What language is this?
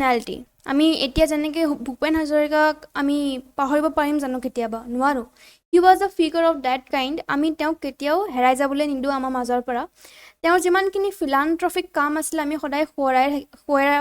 Assamese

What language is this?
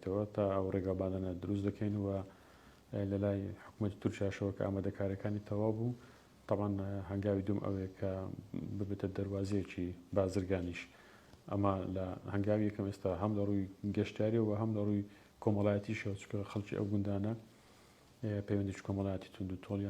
Central Kurdish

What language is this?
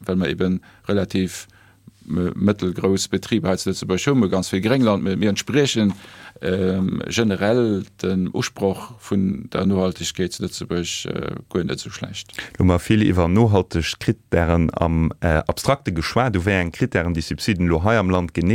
Luxembourgish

